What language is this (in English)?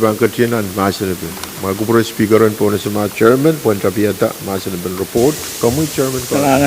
Pohnpeian